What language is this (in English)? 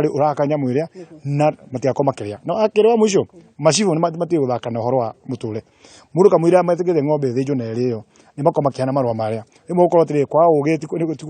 Kikuyu